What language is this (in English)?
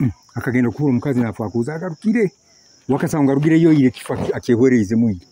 Nyoro